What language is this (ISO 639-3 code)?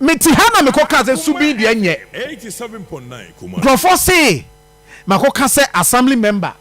aka